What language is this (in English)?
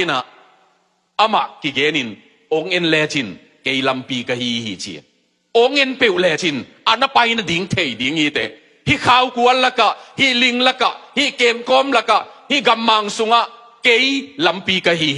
Tedim Chin